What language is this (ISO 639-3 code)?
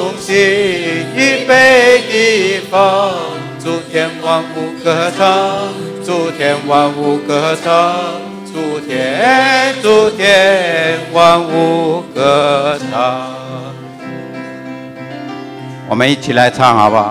zho